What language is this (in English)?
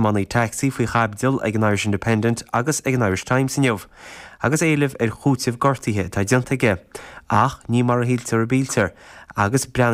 Irish